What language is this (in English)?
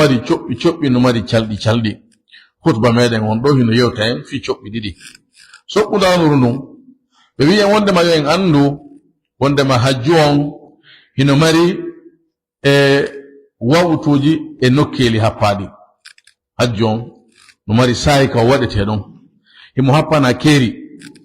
Fula